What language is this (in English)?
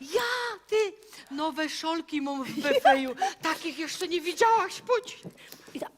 Silesian